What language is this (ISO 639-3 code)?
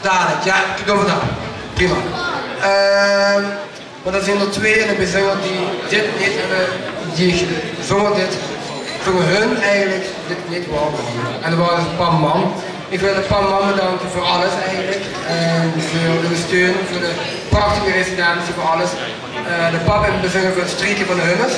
lim